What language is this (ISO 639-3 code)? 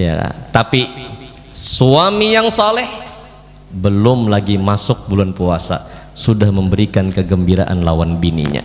bjn